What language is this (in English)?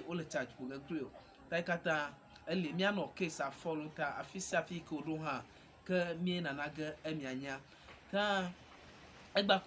Ewe